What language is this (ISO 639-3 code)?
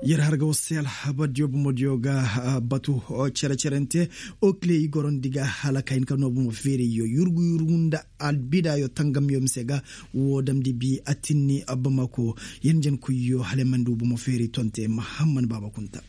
ses